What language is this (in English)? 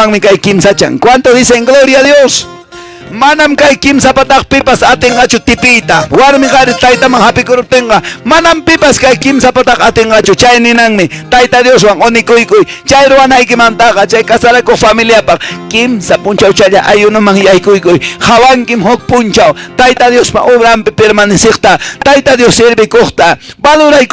Quechua